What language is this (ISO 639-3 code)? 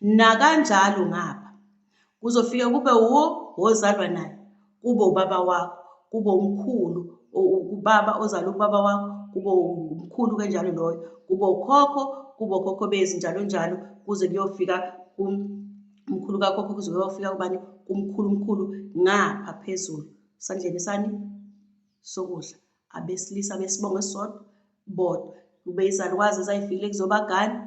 zul